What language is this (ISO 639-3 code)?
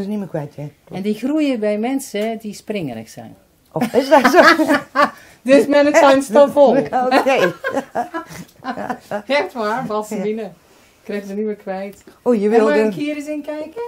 nld